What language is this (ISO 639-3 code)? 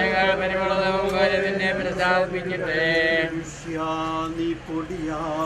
mal